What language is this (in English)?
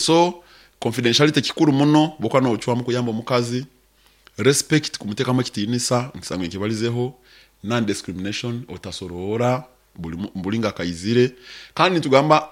Nyoro